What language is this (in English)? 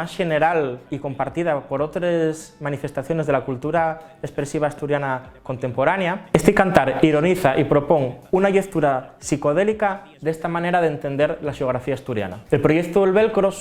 Asturian